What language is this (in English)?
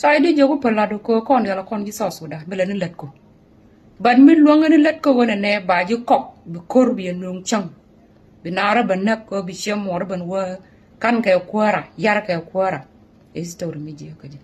Nuer